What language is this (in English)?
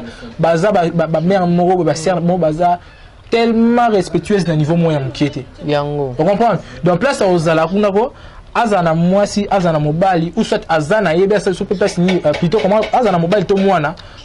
Lingala